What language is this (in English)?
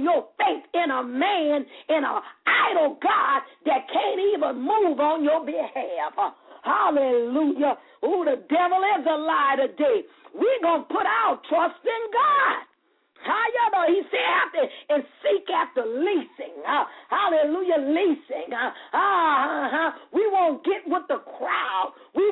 English